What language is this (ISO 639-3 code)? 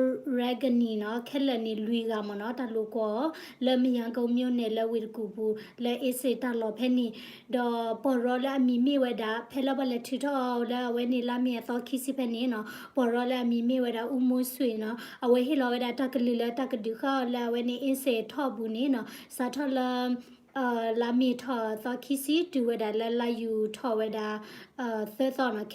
ksw